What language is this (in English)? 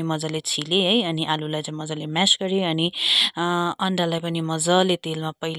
Nepali